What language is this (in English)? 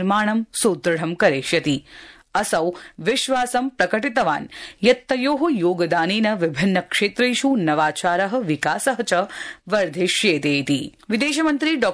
Sanskrit